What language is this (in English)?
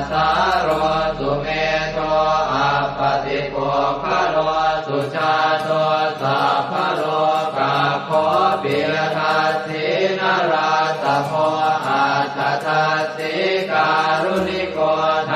Pali